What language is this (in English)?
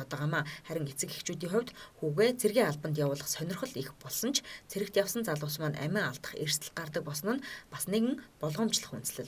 Mongolian